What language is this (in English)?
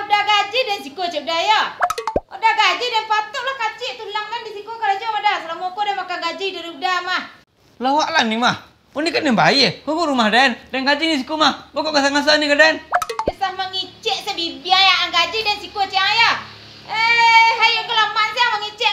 Minangkabau